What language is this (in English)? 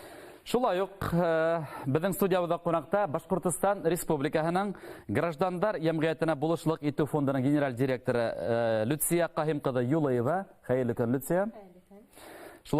Bashkir